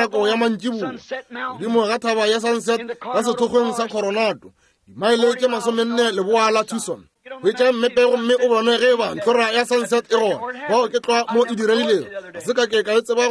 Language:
Northern Sotho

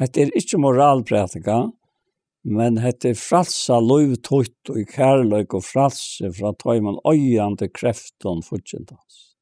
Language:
Faroese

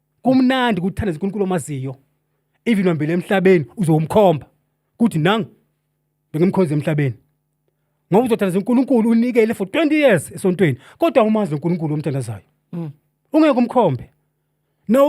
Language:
Zulu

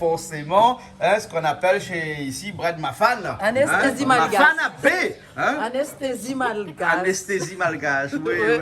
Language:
Réunion Creole French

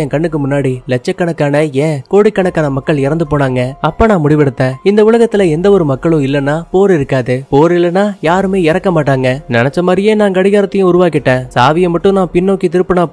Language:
Tamil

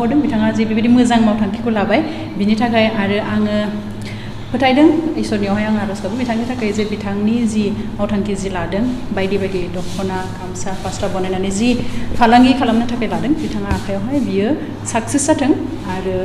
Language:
Bodo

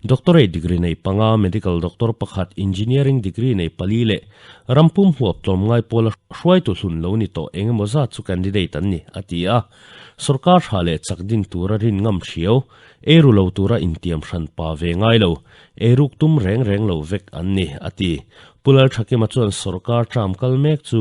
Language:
Mizo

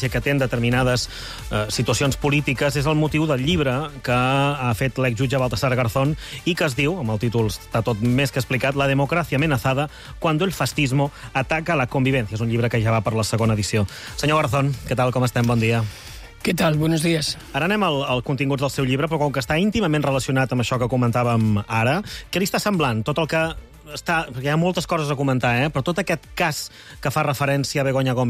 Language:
Catalan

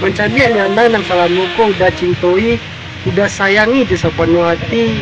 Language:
Minangkabau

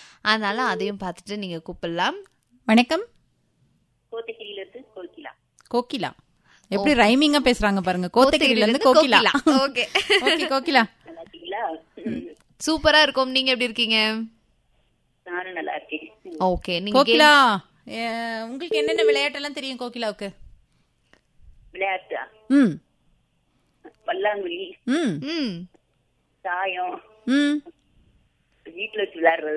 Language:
Tamil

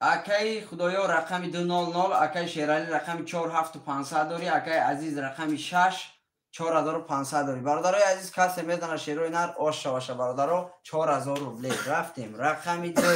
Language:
Tajik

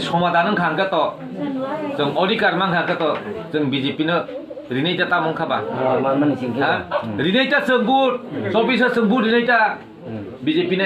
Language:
Kok Borok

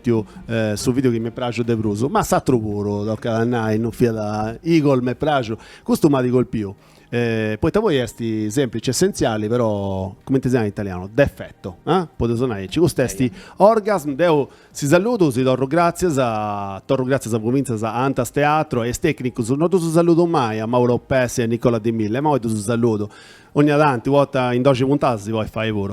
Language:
Sardinian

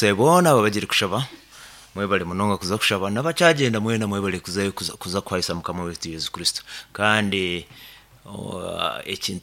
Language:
Nyoro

